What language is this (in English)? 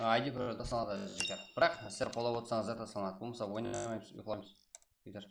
Kara-Kalpak